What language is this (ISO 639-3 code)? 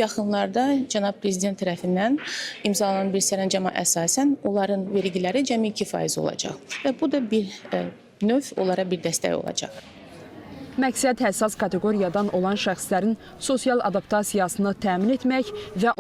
aze